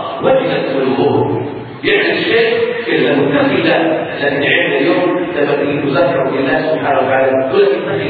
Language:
Arabic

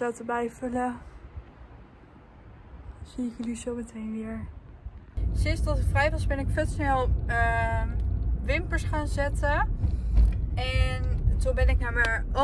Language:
Dutch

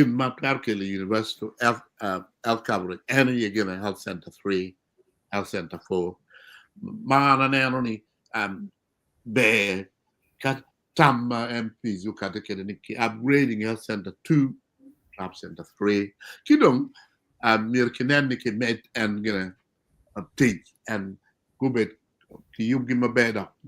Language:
Acoli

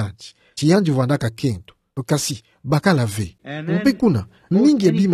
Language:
Kituba (Democratic Republic of Congo)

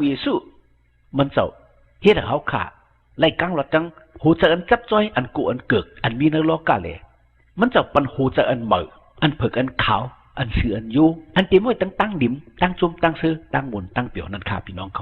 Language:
Shan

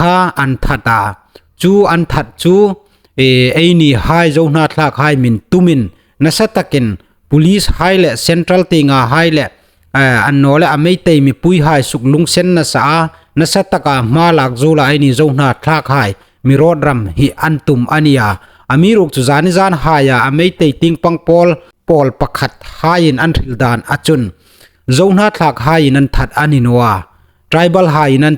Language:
Hmar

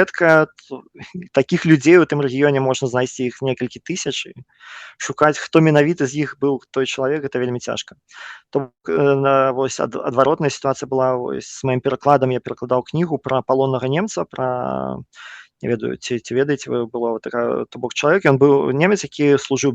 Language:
Belarusian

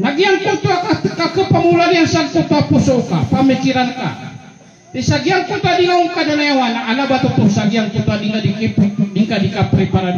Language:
Maranao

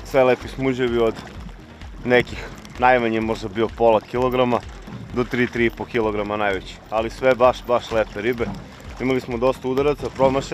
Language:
Serbian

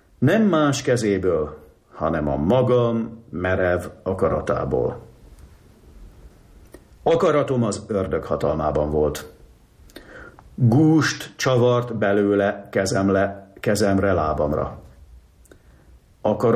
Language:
Hungarian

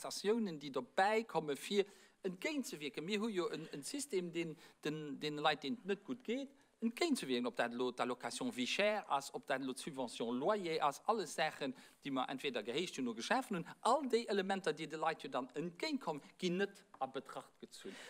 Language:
Luxembourgish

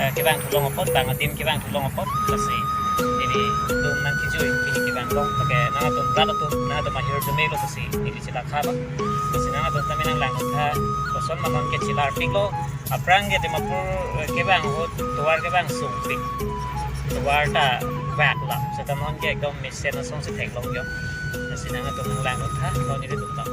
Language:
Karbi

